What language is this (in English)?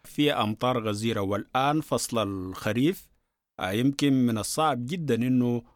Sudanese Arabic